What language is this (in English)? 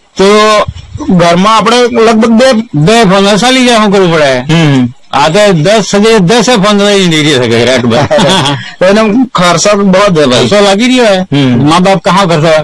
Gujarati